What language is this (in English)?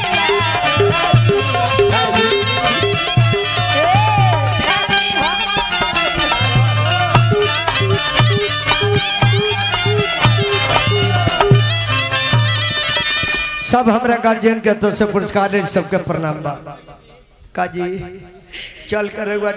Bhojpuri